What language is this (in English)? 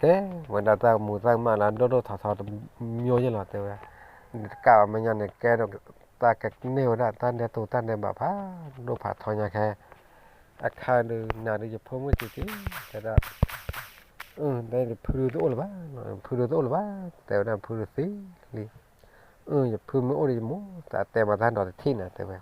S'gaw Karen